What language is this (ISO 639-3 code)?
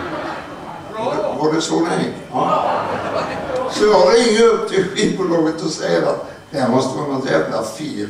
swe